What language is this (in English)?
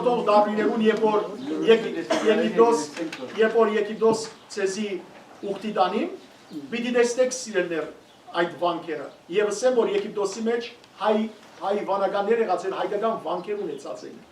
Western Armenian